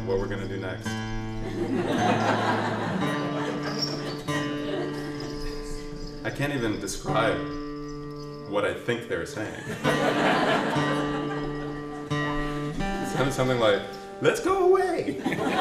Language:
English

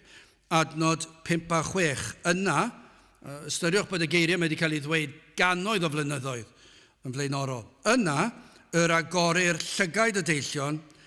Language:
Welsh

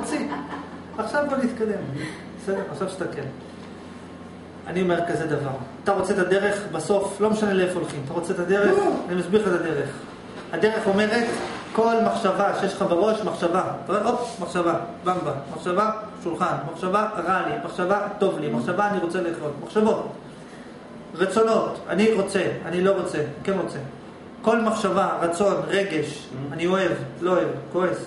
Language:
Hebrew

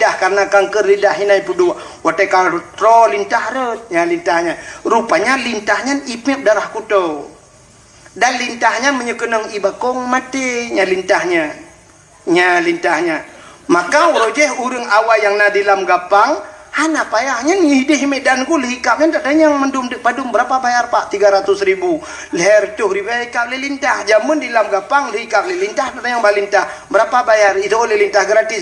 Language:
Achinese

